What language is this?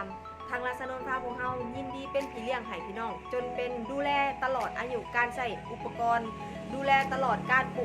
Northeastern Thai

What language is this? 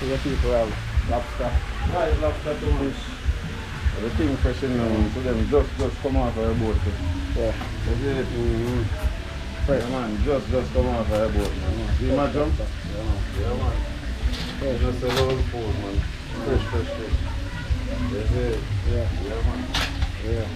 Jamaican Creole English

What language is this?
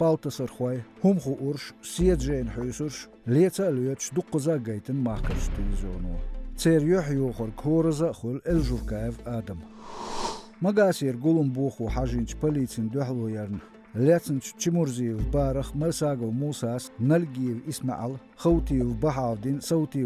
Chechen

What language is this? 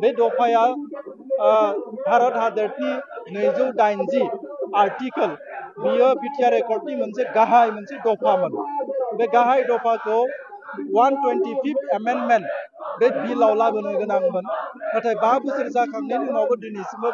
Bodo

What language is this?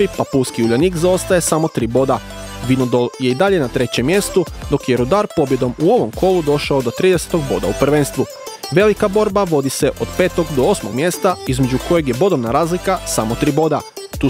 Croatian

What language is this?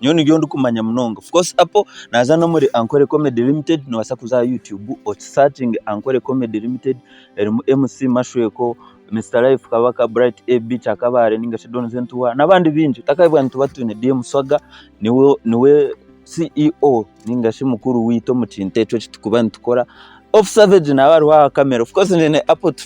Nyankole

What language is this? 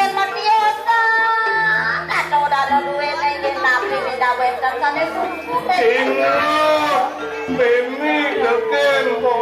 Balinese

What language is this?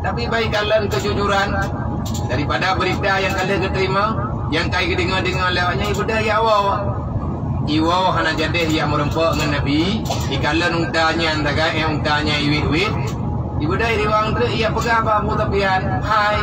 Achinese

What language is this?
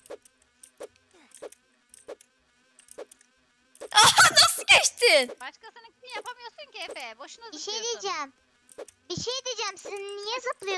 Turkish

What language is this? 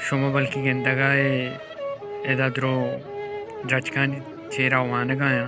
Baluchi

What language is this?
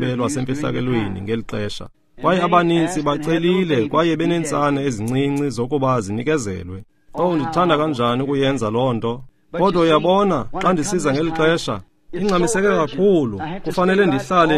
Xhosa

